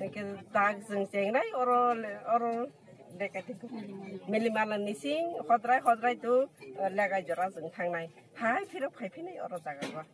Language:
Kok Borok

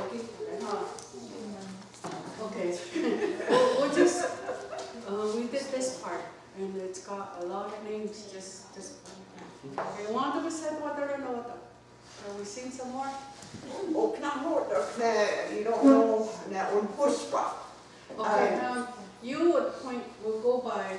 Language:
Mohawk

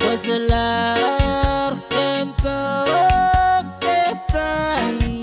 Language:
Pohnpeian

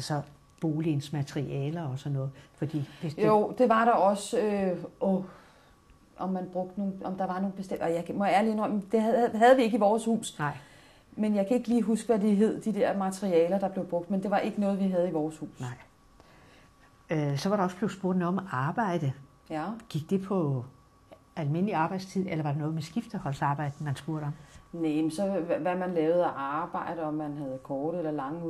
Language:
Danish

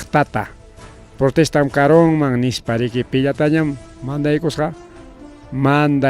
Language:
Ayacucho Quechua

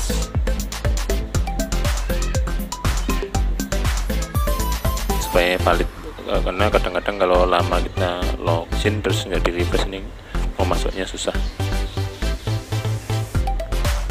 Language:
Indonesian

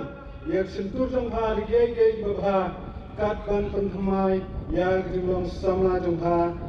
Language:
Khasi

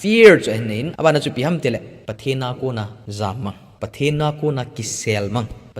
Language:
Thado Chin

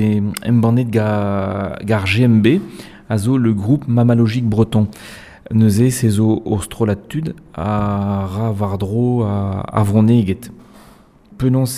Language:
Breton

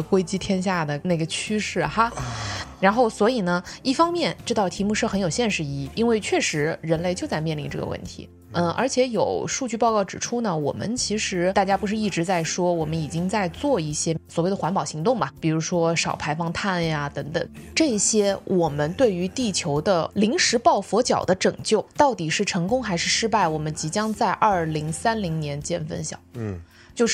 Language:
Chinese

